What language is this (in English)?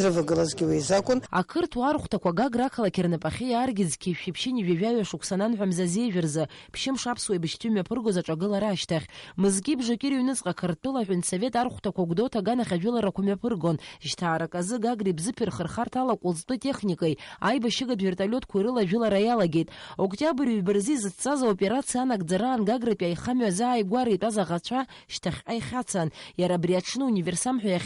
Abkhazian